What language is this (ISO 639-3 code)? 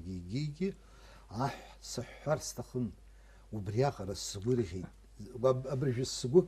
abk